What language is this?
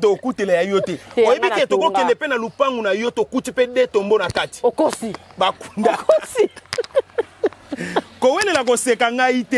Lingala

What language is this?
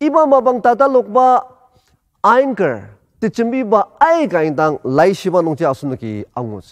Ao Naga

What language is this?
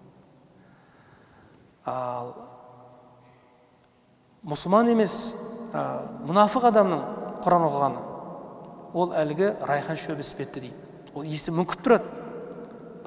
Kazakh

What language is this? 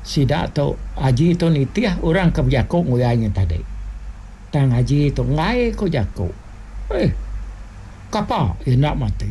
Iban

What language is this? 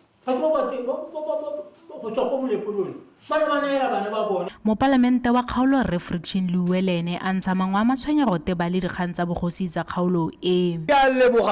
Tswana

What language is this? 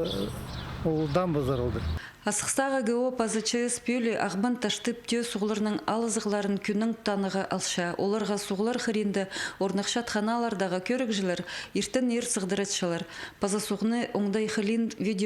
Khakas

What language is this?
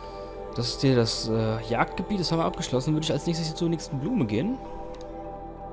German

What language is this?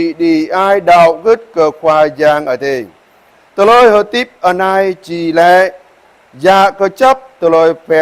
Jarai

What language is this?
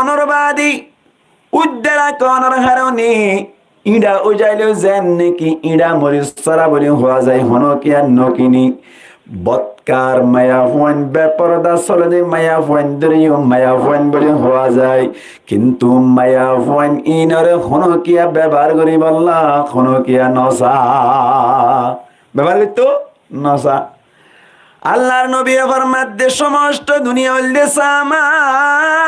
Rohingya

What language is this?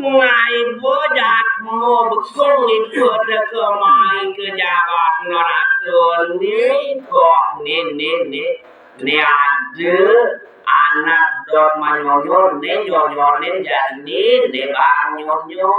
Balinese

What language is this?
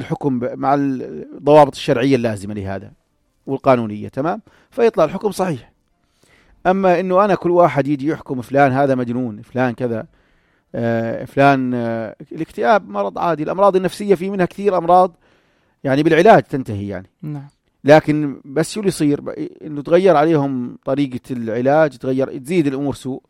North Levantine Arabic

